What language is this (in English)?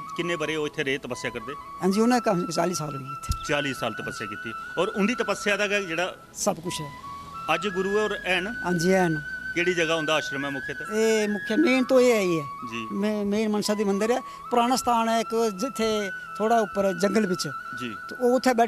Dogri